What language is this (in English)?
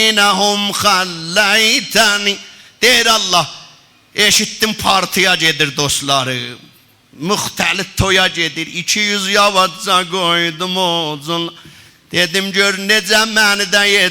South Azerbaijani